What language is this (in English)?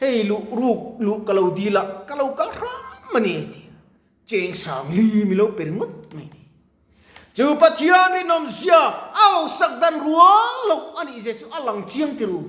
Mizo